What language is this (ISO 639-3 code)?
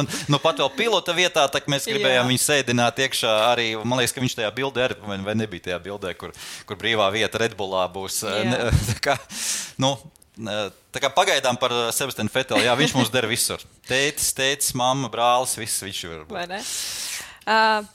lav